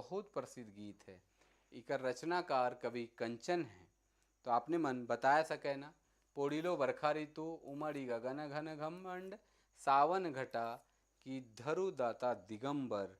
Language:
Sadri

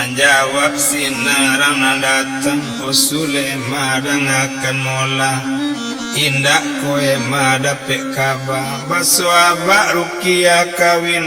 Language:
Minangkabau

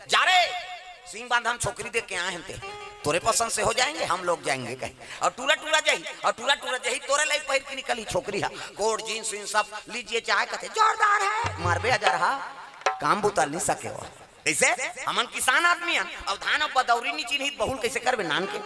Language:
Chhattisgarhi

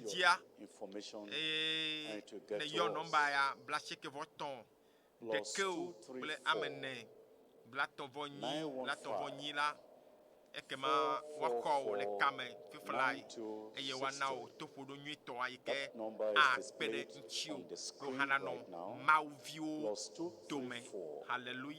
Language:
Ewe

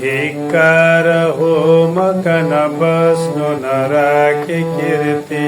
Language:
Nepali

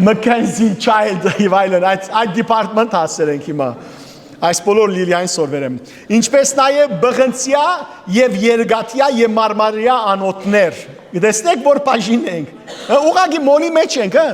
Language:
Western Armenian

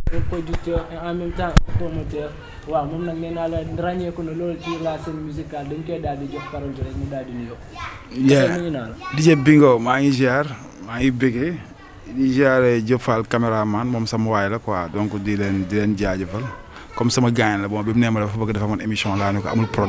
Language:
Wolof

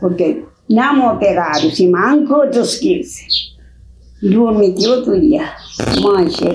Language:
Kabuverdianu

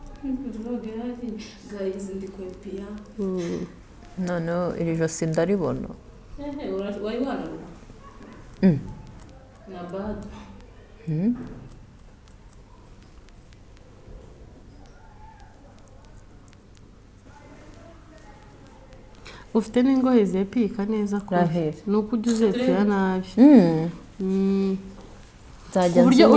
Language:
Kinyarwanda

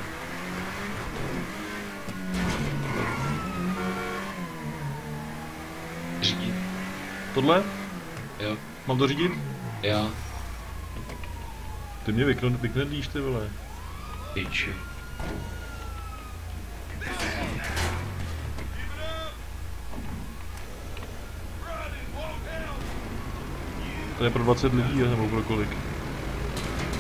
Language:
Czech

